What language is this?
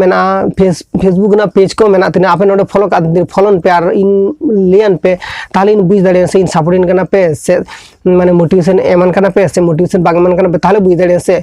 Santali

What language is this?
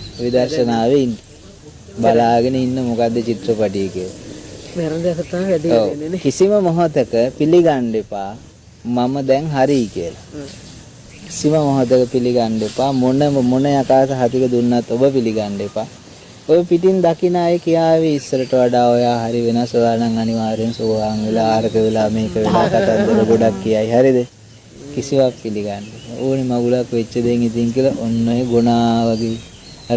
Sinhala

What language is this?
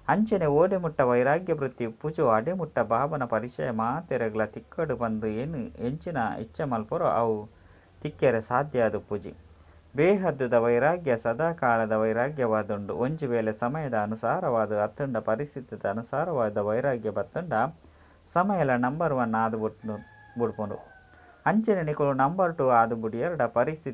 Tulu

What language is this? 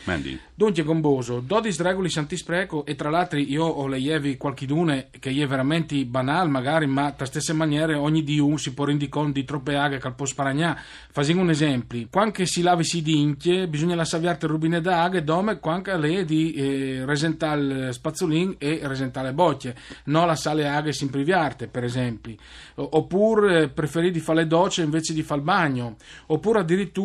Friulian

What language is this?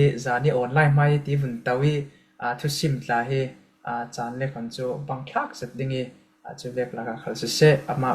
Falam Chin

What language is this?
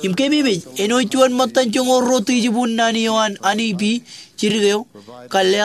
Marshallese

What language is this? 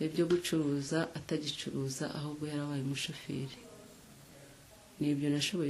Kinyarwanda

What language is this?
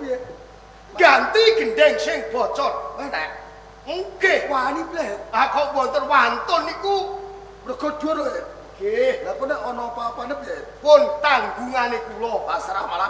Javanese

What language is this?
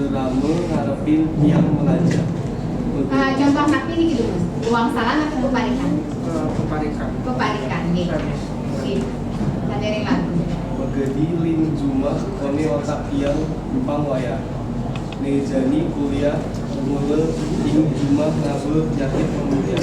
Balinese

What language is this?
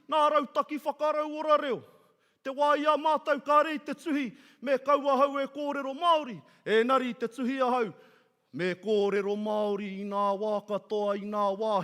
Māori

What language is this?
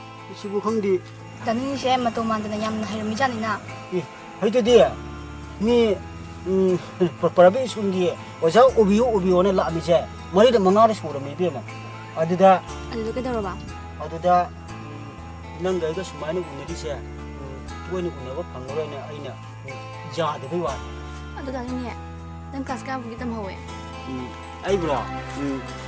Manipuri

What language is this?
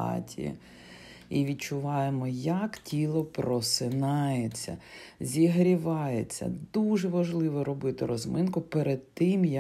Ukrainian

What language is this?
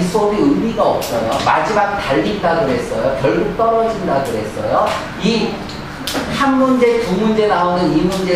Korean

